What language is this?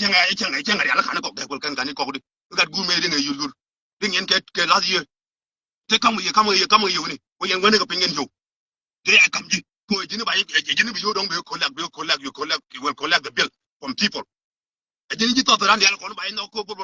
Nuer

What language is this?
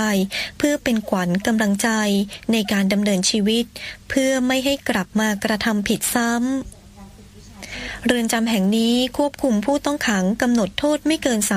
Thai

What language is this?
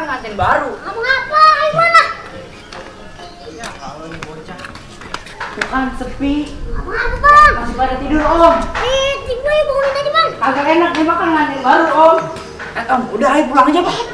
Betawi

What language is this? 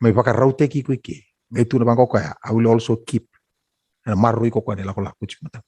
Fijian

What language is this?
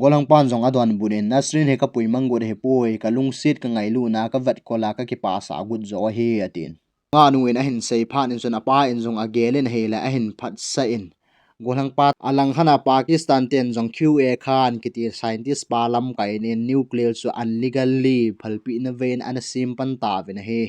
Thado Chin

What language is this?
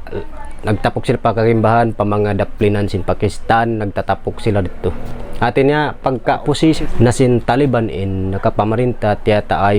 Tausug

